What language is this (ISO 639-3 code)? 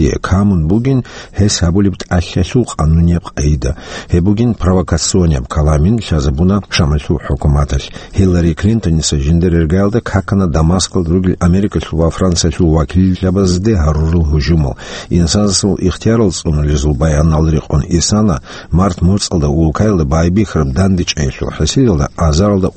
ava